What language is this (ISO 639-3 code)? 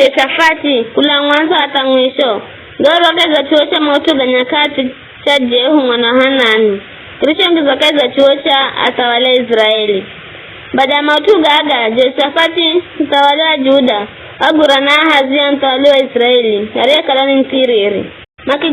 nyf